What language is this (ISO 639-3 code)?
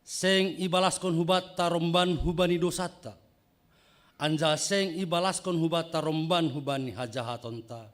bts